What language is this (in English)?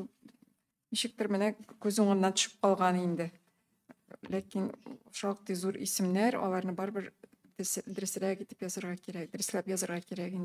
Tatar